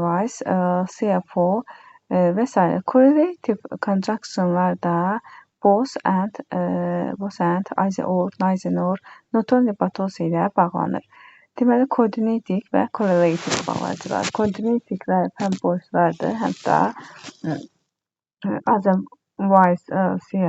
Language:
Azerbaijani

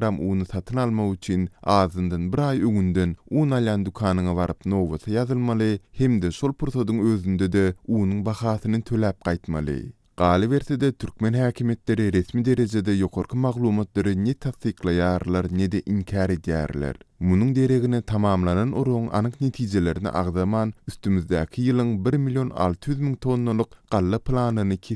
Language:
Turkmen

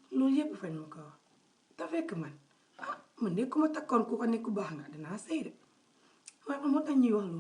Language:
Wolof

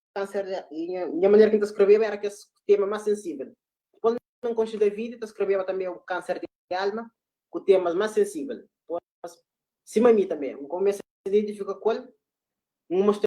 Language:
Kabuverdianu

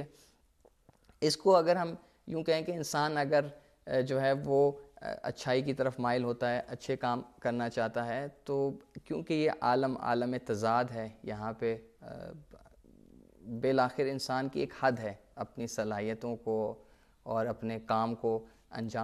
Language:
Urdu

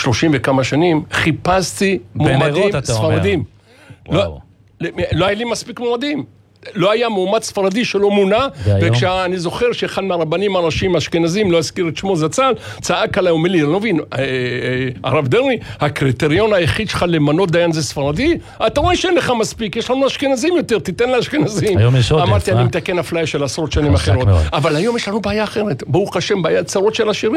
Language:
Hebrew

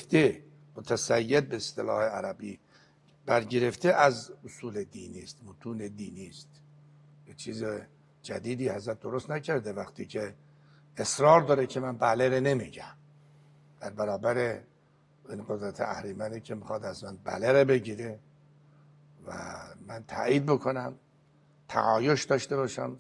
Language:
Persian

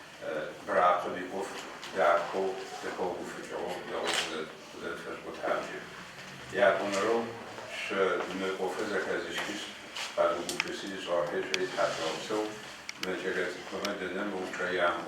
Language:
Adyghe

